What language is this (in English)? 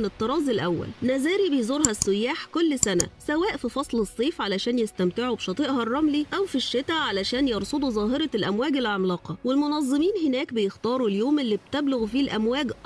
Egyptian Arabic